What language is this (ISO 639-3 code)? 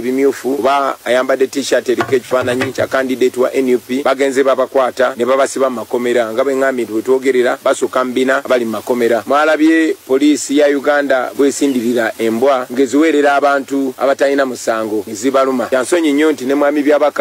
lug